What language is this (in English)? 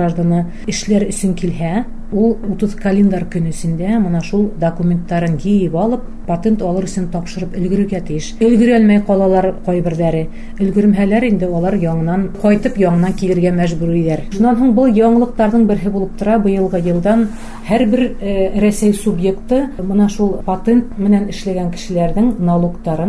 Bashkir